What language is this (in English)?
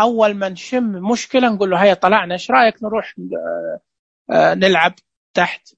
Najdi Arabic